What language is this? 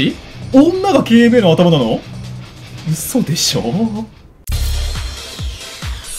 Japanese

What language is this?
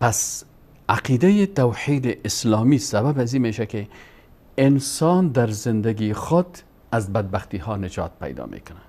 Persian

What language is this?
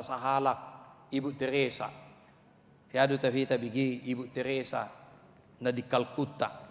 Batak Toba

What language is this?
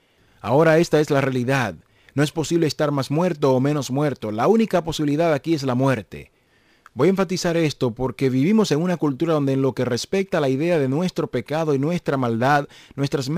Spanish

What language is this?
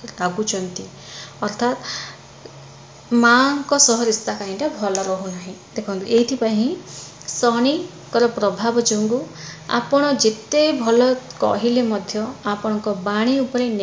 Odia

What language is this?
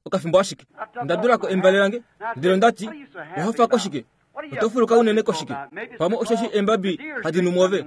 Kuanyama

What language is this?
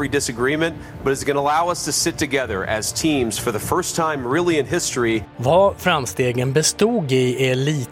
Swedish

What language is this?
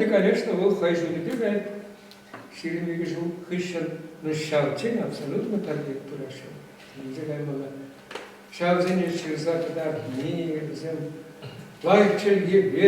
Chuvash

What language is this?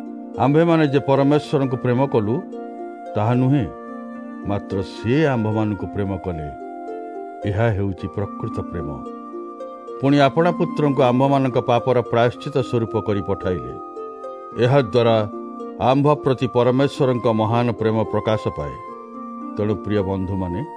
Odia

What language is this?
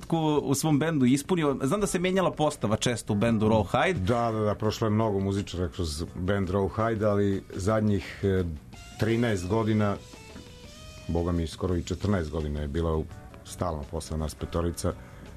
Serbian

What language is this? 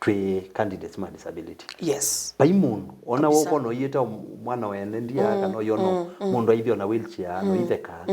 Kamba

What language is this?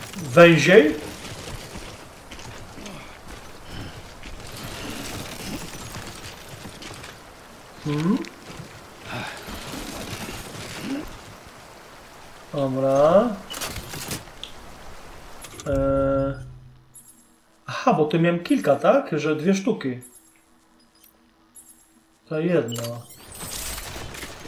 Polish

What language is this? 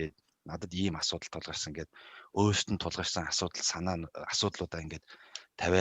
Mongolian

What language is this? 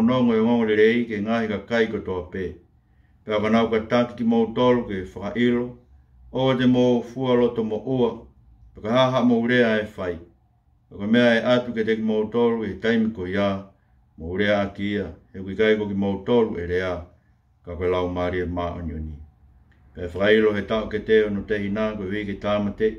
Tongan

